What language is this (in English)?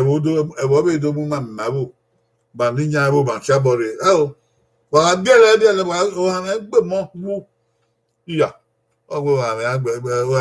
Bini